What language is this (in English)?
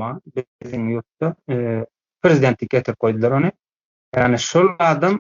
Turkmen